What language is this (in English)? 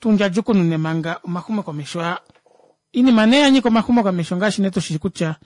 Kuanyama